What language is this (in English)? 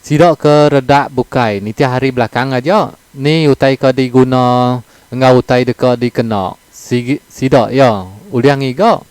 Iban